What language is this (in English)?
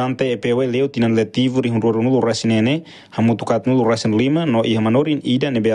Tetum